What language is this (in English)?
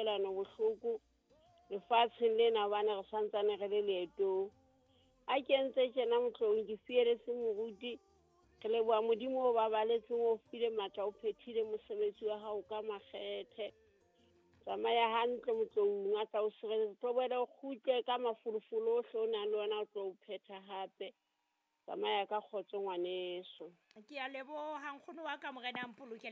Southern Sotho